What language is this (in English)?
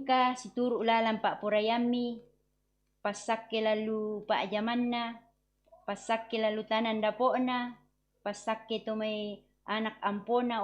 Toraja-Sa'dan